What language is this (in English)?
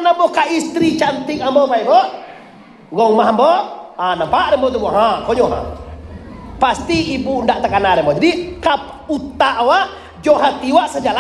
Minangkabau